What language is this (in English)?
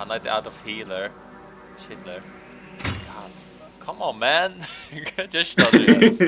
Faroese